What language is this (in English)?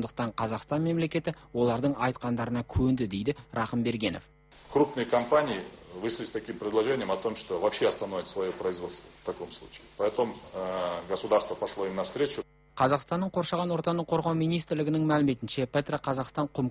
Kazakh